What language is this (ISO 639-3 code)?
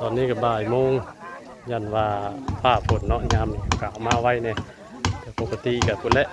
tts